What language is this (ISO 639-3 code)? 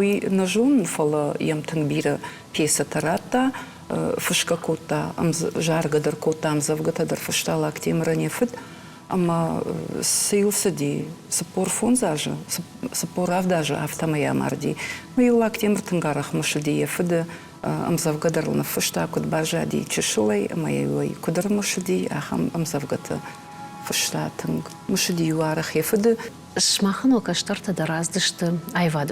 oss